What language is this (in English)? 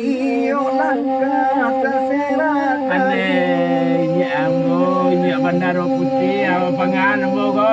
Minangkabau